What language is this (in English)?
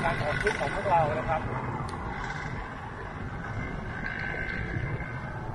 Thai